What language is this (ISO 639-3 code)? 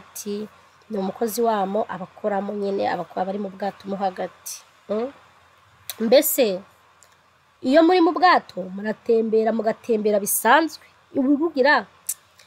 kin